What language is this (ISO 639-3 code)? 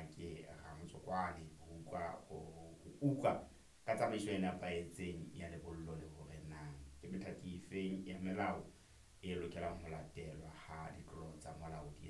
sot